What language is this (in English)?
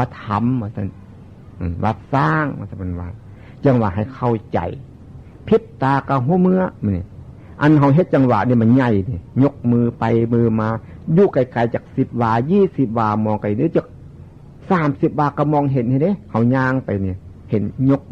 Northeastern Thai